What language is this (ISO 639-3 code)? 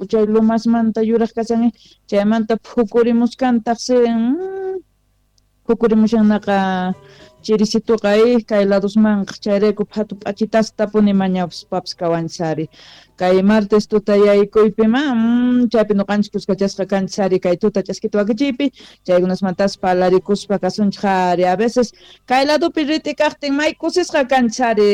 que